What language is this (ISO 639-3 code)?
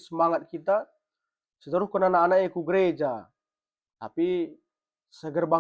btx